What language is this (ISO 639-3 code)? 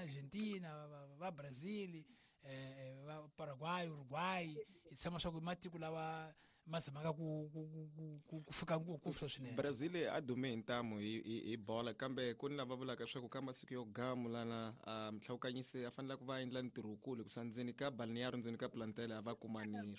tso